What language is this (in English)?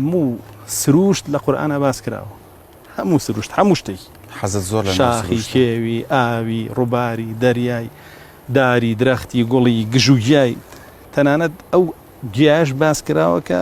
Central Kurdish